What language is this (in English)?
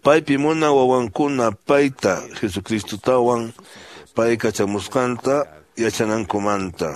Quechua